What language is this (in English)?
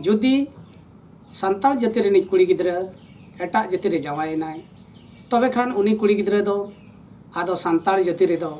Santali